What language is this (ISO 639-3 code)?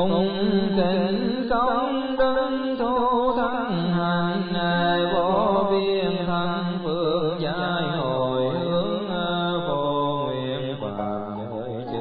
vie